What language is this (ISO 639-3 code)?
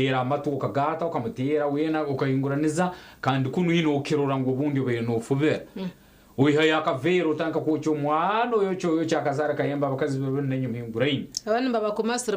nyn